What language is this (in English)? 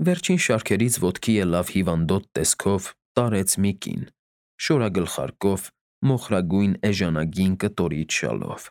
Armenian